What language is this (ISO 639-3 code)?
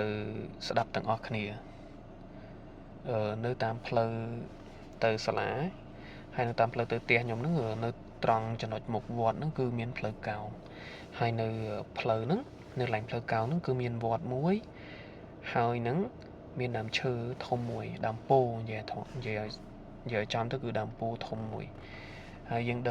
khm